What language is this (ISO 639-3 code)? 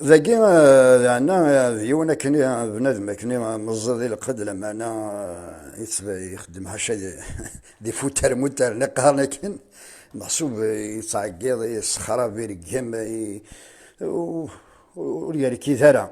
kab